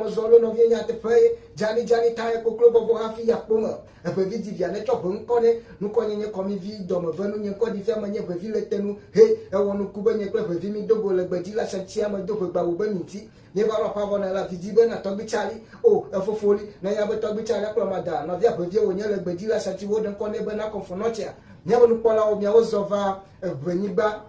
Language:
Ewe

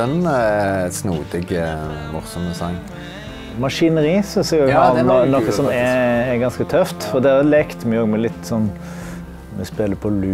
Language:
Norwegian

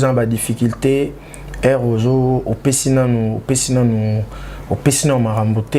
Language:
Lingala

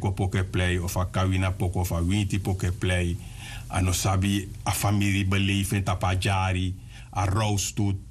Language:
Sranan Tongo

